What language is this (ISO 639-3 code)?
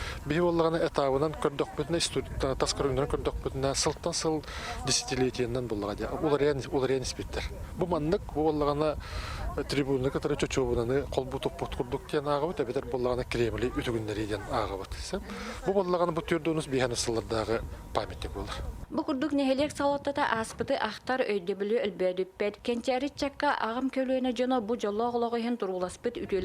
sah